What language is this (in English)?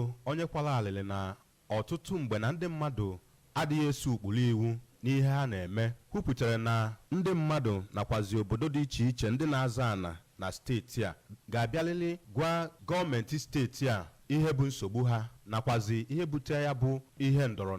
Igbo